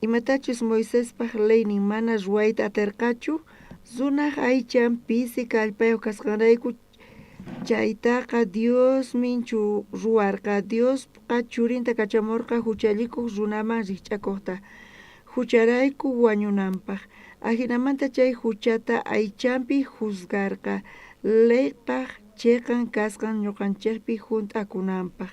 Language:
South Bolivian Quechua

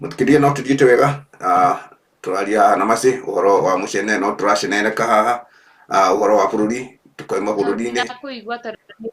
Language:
Kikuyu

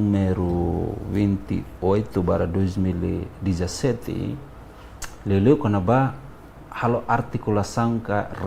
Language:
Tetum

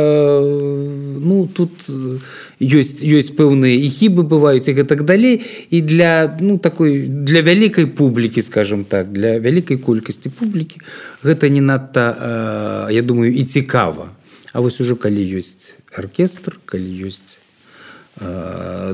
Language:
Belarusian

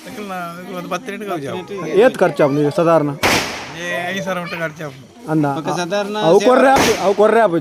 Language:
Tulu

